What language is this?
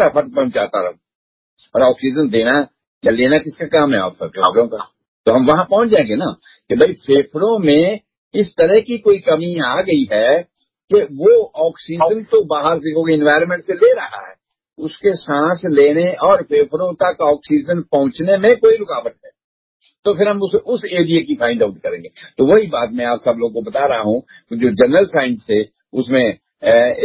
Hindi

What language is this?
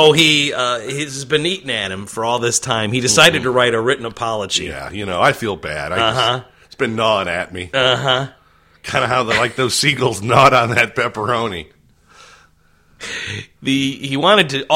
English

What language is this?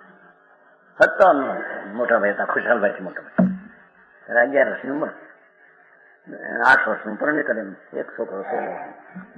Gujarati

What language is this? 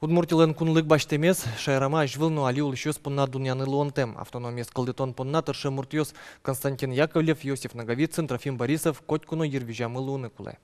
Udmurt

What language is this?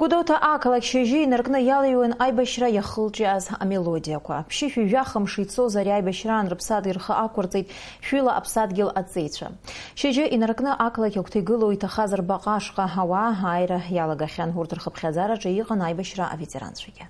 Abkhazian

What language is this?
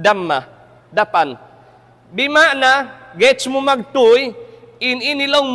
Tausug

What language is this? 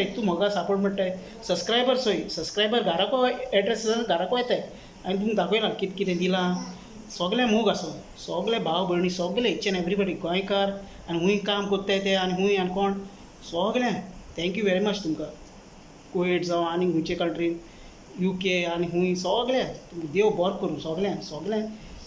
Konkani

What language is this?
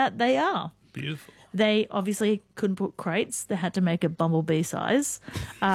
English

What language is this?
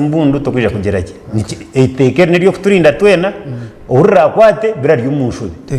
Nyankole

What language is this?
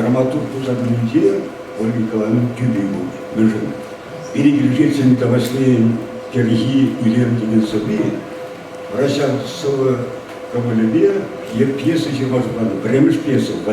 Chuvash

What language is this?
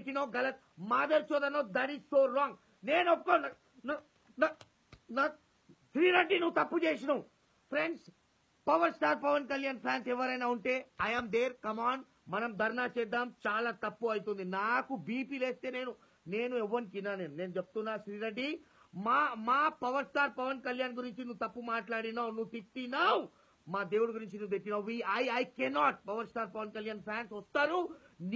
Telugu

